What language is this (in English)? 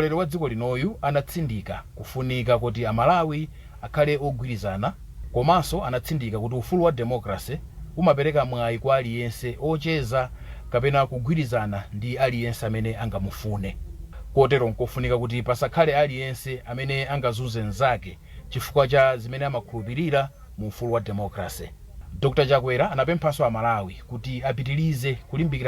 Nyanja